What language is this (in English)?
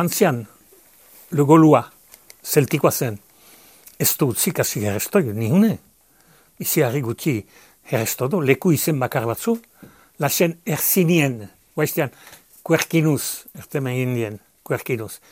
Basque